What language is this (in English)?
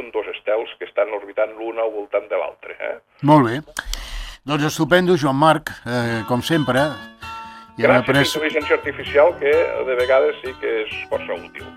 Catalan